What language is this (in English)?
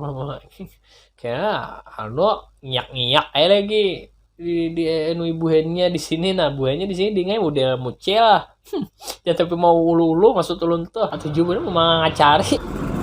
Banjar